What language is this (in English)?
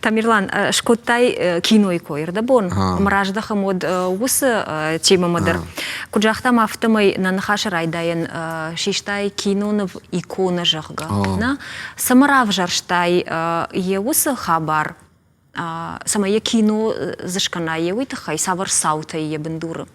Ossetic